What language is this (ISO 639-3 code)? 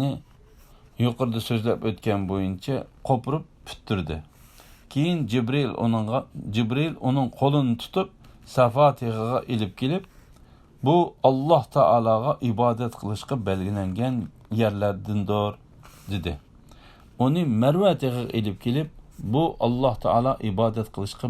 uig